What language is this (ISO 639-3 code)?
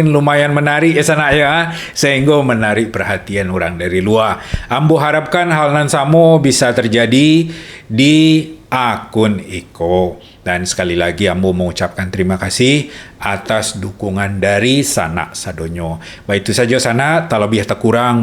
min